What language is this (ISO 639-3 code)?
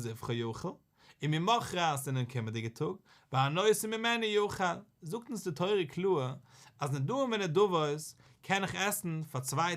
yid